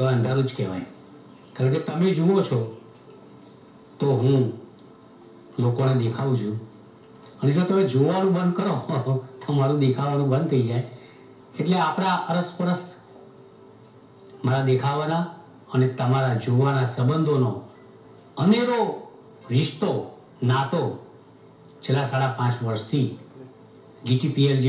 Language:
Gujarati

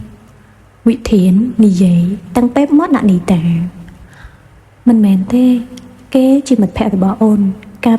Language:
Khmer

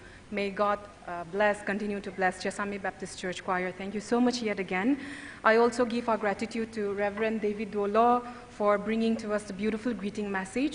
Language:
Tangkhul Naga (India)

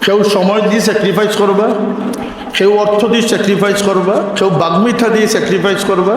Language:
Sylheti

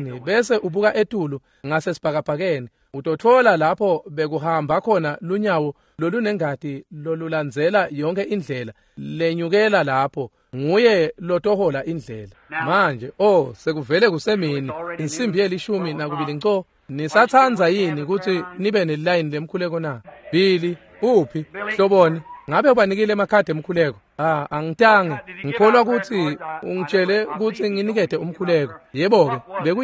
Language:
Swati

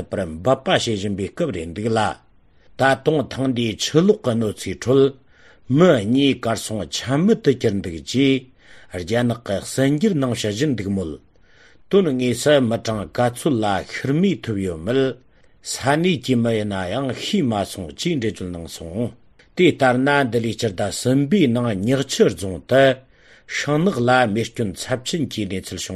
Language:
Tibetan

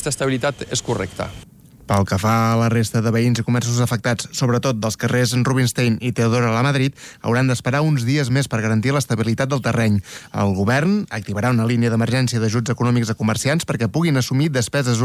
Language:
Catalan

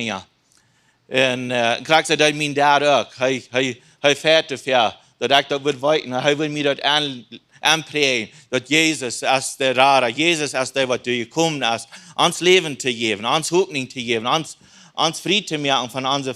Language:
Plautdietsch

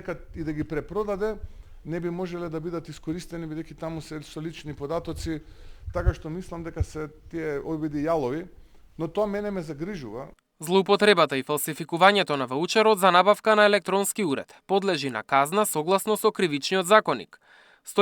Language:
Macedonian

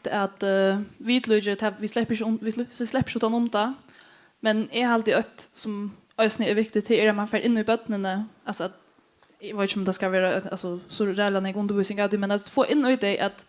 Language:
Faroese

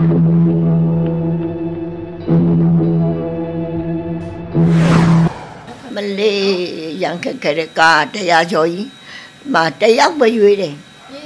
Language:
Burmese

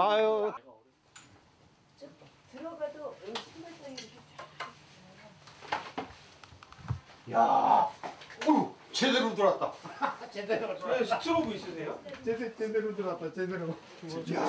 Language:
Korean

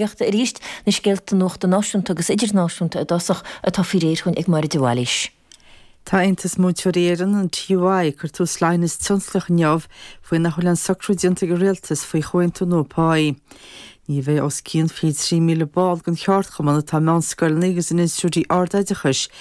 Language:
Irish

